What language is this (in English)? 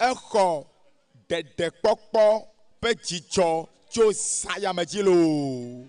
Ewe